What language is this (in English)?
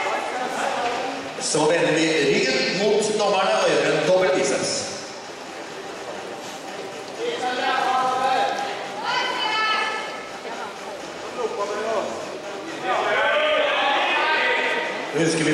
Norwegian